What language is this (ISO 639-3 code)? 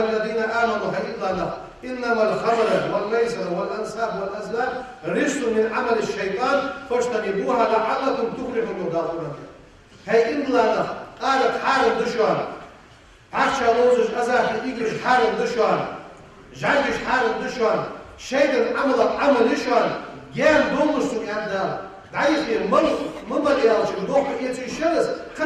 inh